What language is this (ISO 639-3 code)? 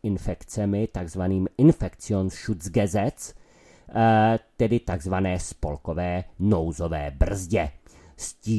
ces